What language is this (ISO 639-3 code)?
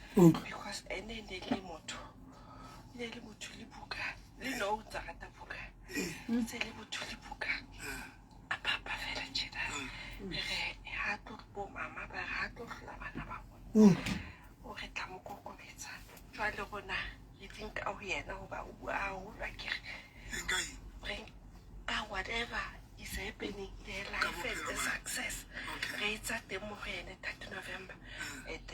sot